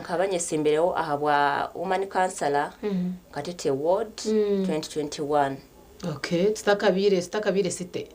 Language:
Nyankole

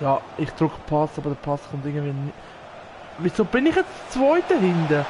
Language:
Swiss German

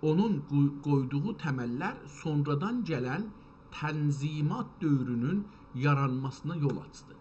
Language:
South Azerbaijani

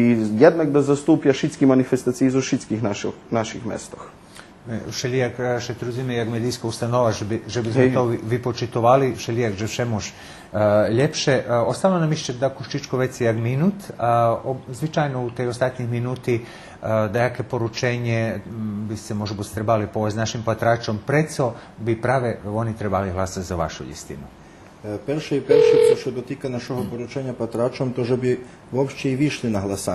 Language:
Rusyn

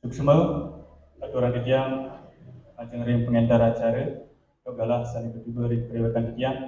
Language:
Balinese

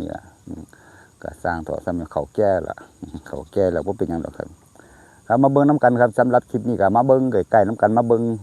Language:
Northeastern Thai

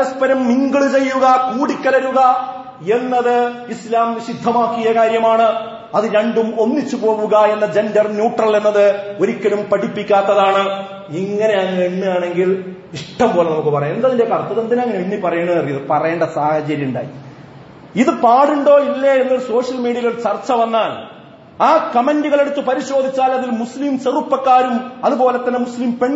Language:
Malayalam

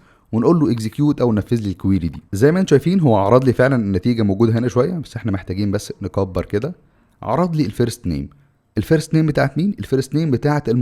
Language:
Egyptian Arabic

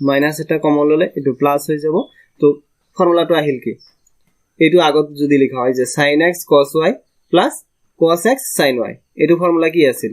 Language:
Assamese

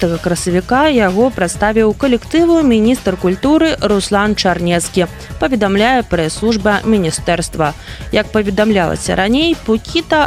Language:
Belarusian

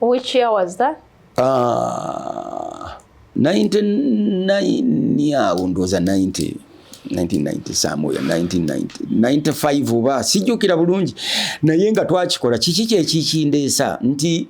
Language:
Ganda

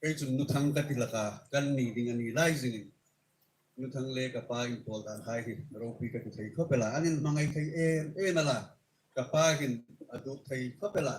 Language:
Hmar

